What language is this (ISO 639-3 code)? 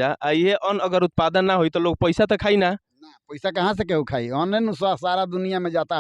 bho